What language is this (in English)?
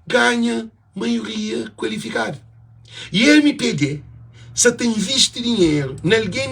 Kabuverdianu